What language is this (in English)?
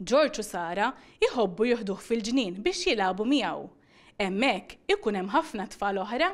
Maltese